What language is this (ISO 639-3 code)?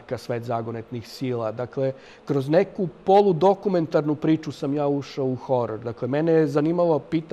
srp